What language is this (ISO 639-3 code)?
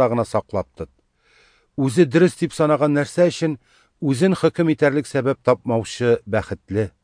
tat